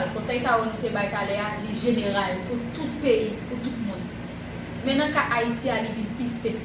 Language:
Haitian Creole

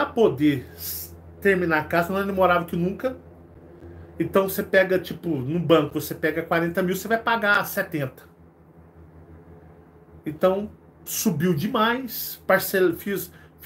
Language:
Portuguese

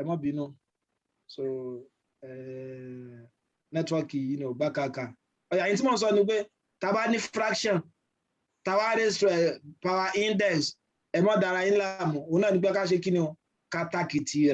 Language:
Yoruba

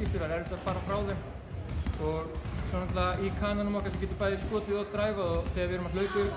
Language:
Icelandic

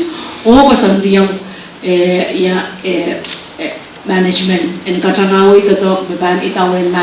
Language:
Pohnpeian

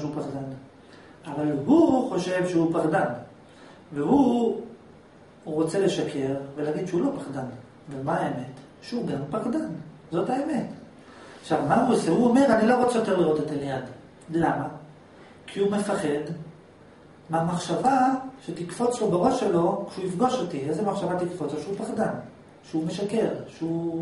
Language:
Hebrew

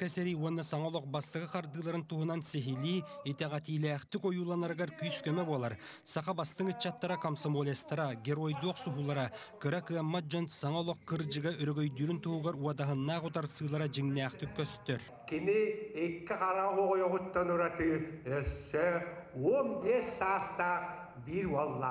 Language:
Yakut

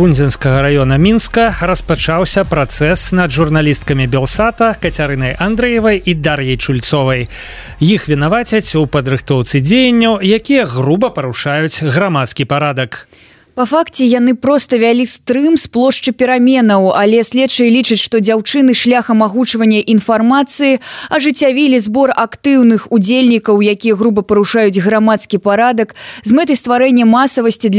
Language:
Belarusian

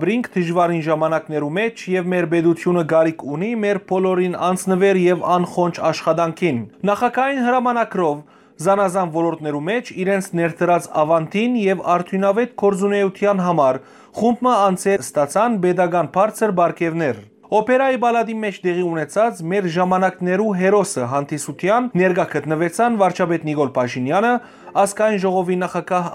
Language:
Western Armenian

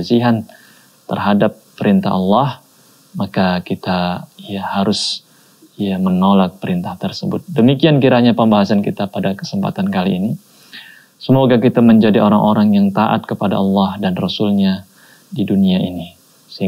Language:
Indonesian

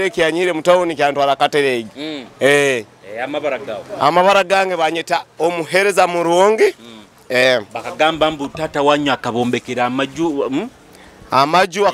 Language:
Nyoro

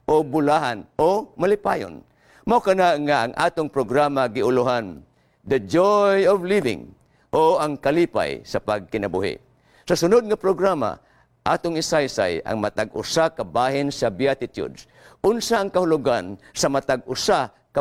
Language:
Cebuano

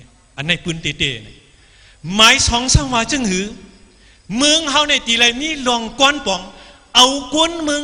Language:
Shan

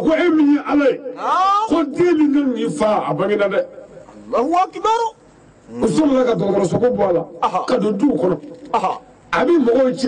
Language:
Bambara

